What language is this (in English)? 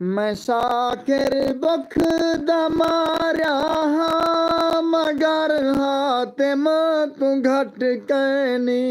Saraiki